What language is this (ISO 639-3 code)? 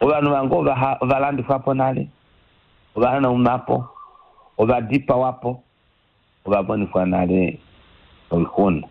kua